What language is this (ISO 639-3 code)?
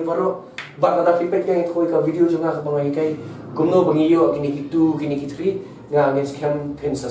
kha